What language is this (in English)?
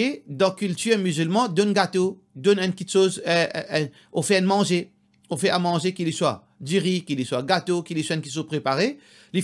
Morisyen